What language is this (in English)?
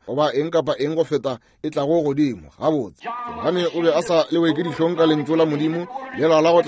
Northern Sotho